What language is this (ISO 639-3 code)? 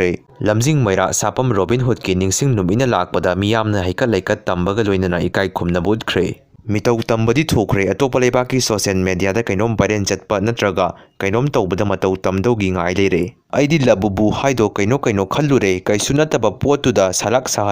mni